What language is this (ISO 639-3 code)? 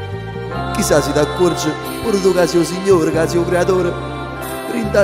nap